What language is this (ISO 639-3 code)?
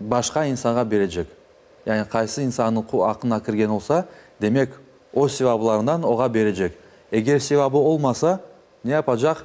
crh